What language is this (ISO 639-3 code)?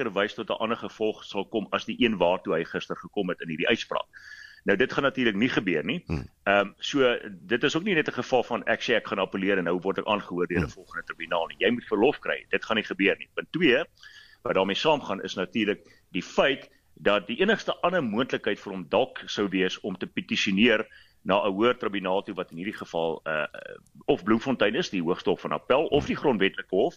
afr